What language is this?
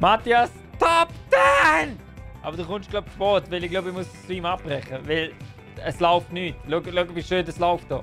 Swiss German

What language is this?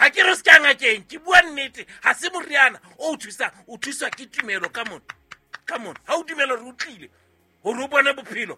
Southern Sotho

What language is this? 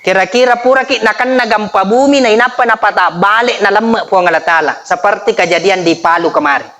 Buginese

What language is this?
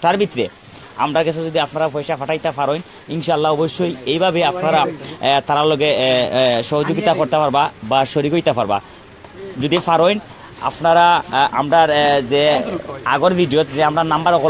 Sylheti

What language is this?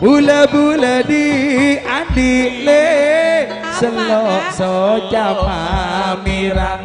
Madurese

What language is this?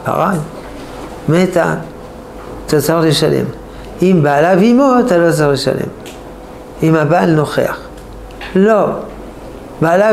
Hebrew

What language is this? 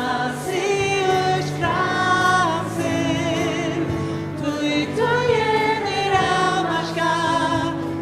Faroese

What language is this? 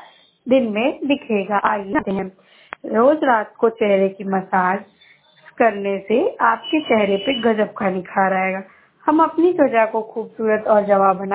Hindi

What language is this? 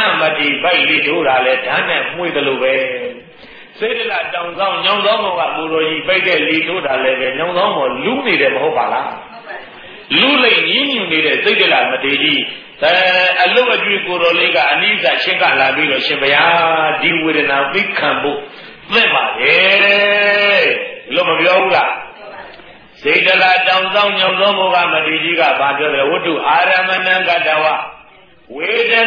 Burmese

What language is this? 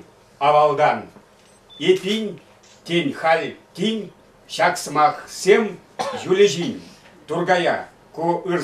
Chuvash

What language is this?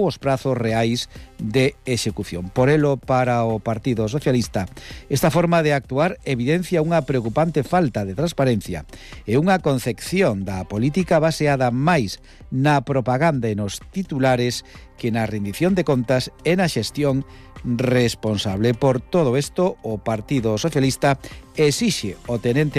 Galician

